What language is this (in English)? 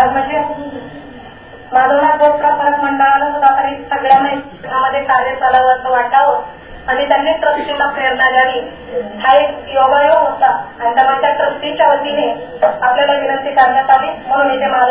Marathi